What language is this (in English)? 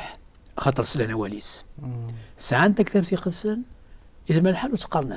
Kabyle